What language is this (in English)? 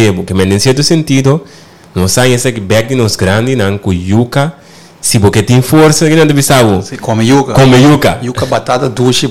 Papiamento